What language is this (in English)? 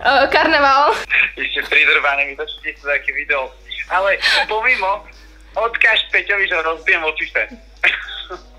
Slovak